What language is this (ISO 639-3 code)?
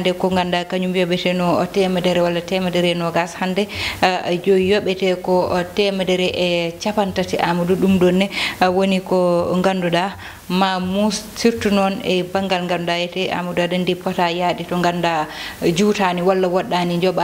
ful